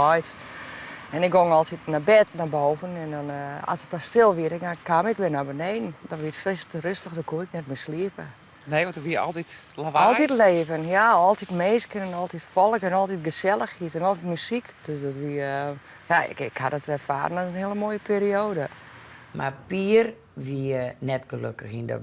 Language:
Western Frisian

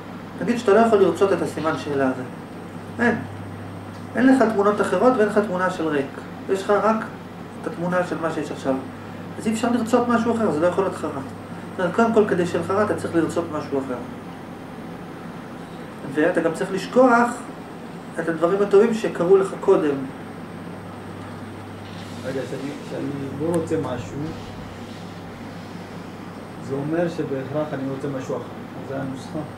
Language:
Hebrew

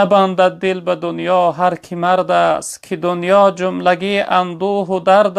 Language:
Tajik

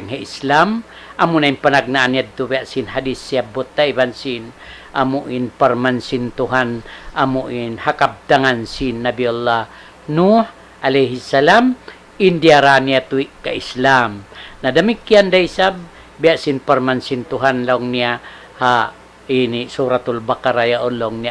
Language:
Tausug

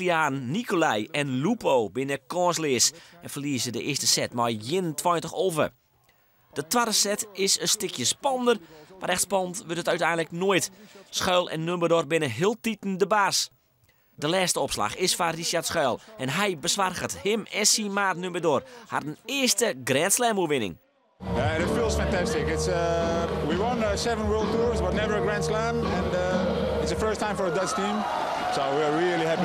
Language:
Western Frisian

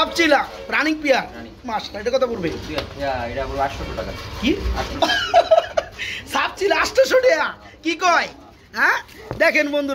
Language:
Bangla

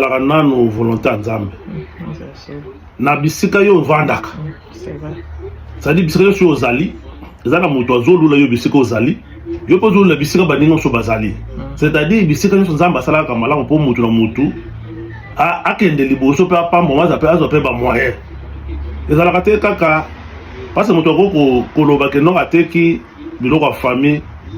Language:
Lingala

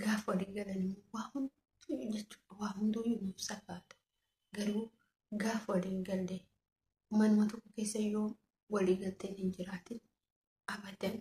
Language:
Oromo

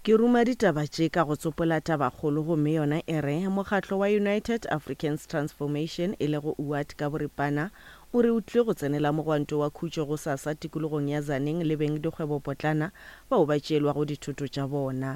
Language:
Northern Sotho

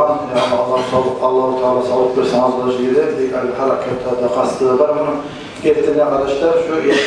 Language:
Kumyk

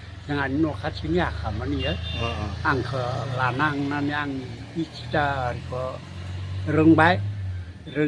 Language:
Bodo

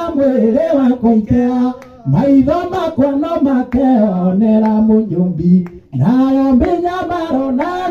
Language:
Kikuyu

